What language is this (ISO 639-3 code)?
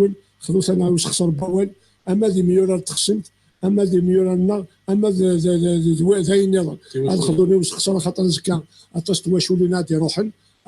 kab